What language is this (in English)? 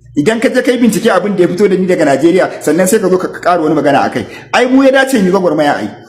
Hausa